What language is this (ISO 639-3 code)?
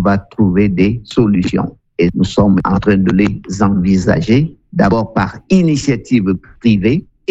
fra